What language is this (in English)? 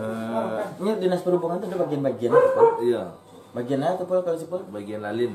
Minangkabau